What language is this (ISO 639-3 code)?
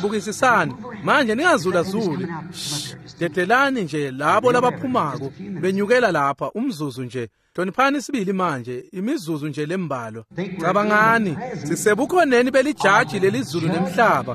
ssw